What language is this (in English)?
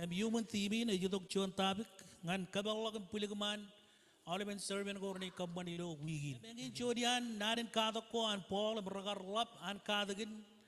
Marshallese